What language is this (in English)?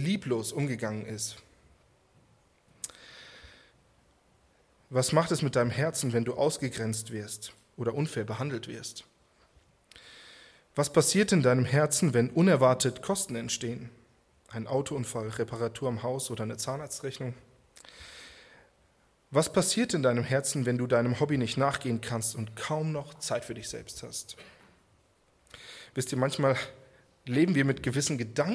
German